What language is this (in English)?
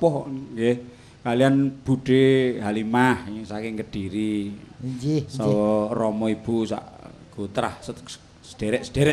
Javanese